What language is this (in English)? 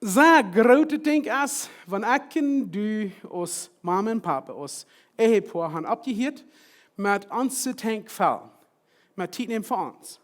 Plautdietsch